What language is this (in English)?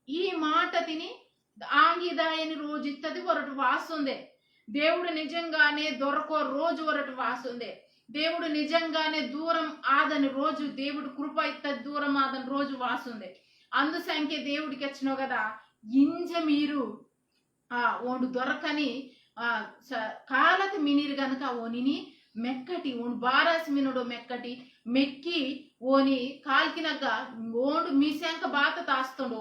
Koya